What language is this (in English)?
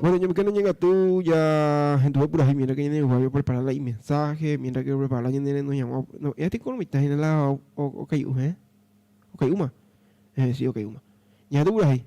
Guarani